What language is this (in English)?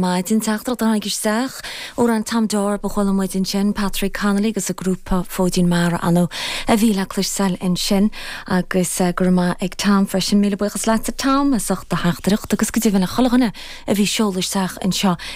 Irish